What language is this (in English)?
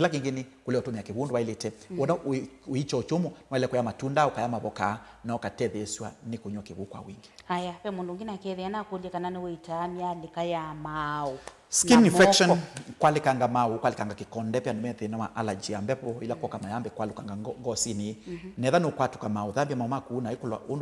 Kamba